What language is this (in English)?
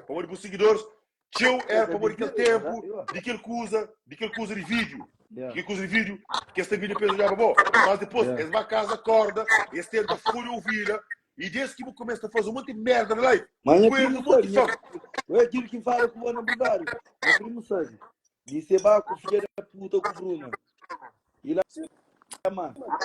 Kabuverdianu